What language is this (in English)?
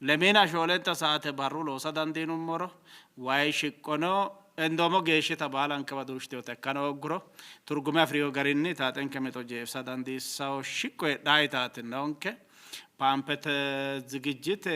Sidamo